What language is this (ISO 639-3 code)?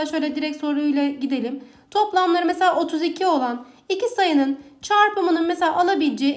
tur